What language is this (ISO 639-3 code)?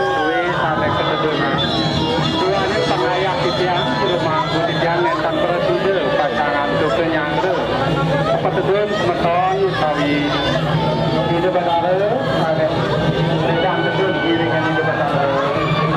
ban